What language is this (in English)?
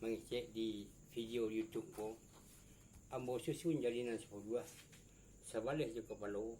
Minangkabau